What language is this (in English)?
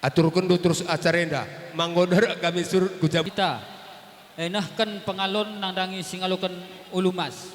Batak Karo